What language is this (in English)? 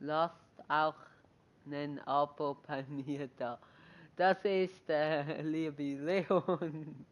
Swiss German